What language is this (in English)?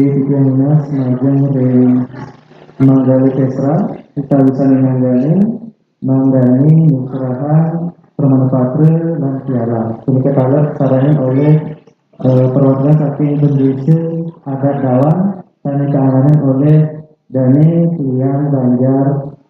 Balinese